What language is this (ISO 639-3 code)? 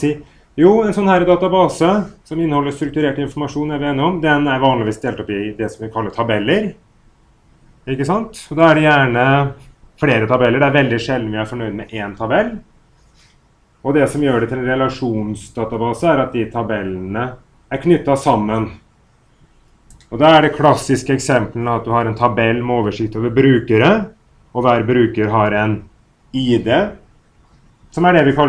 nor